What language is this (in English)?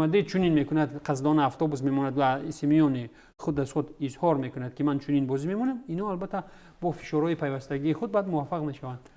Tajik